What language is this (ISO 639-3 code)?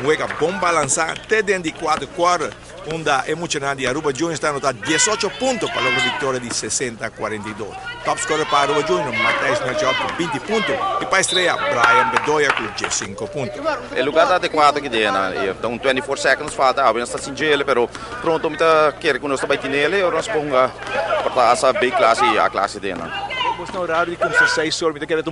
pap